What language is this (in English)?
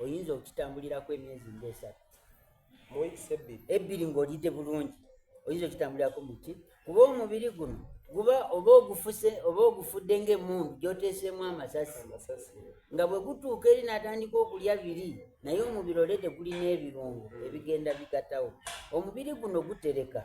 Soga